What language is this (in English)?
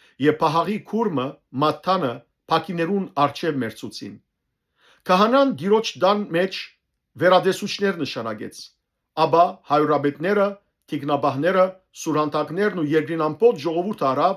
Western Armenian